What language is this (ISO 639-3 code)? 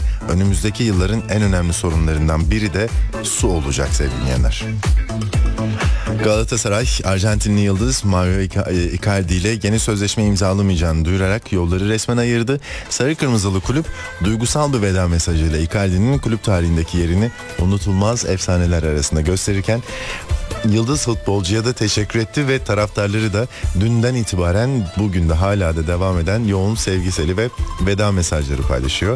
tur